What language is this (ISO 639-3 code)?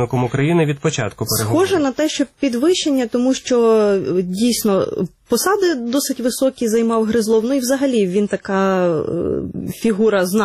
ukr